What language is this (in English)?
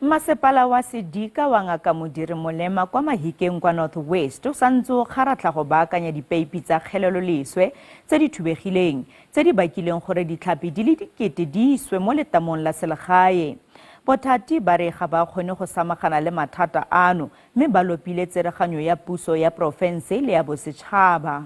Tswana